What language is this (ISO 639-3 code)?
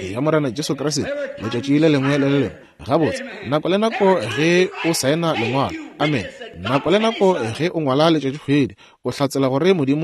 nso